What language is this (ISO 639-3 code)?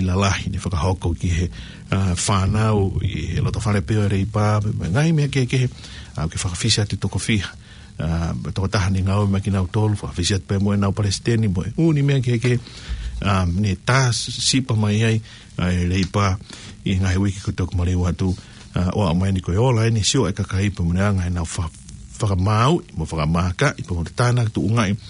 ton